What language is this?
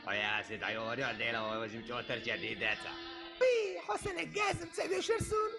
Chechen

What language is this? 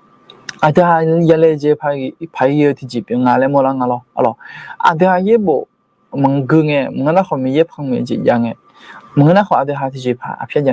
Akha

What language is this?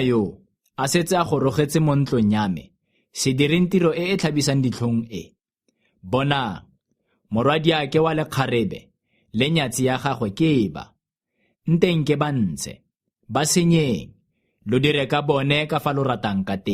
Tswana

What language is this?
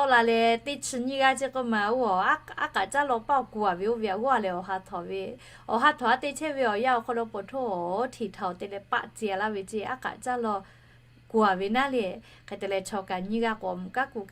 Lahu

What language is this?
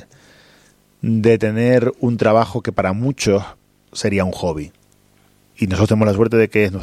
Spanish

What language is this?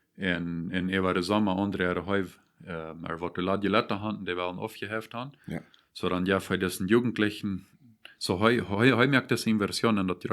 Plautdietsch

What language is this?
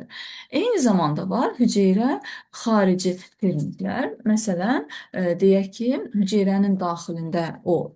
Azerbaijani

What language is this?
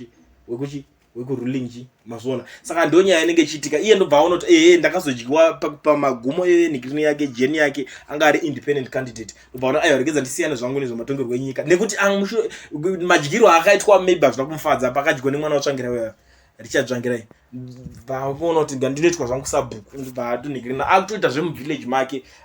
Shona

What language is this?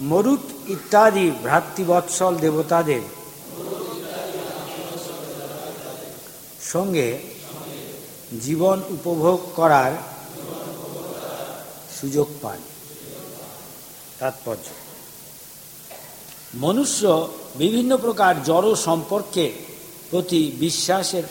Bangla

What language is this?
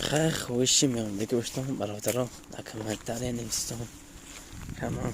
Tajik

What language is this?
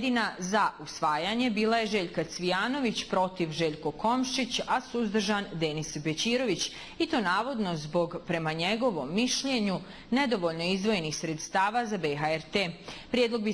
Bosnian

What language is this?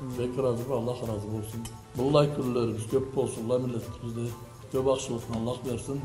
Karachay-Balkar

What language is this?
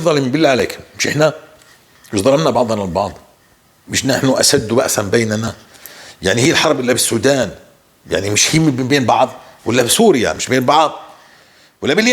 North Levantine Arabic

